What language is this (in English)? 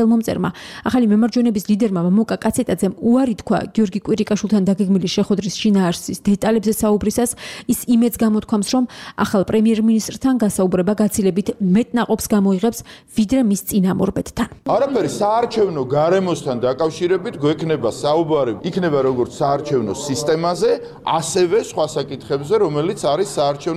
Georgian